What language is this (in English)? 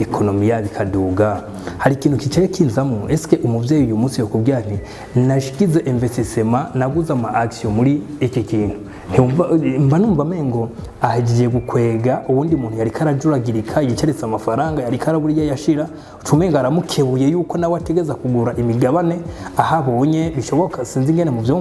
Rundi